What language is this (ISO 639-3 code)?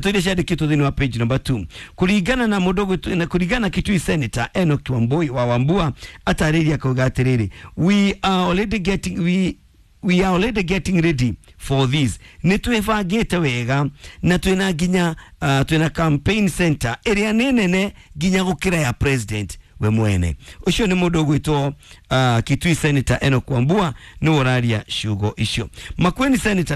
kik